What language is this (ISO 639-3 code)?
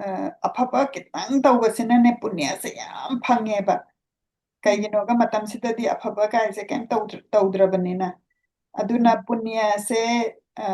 mni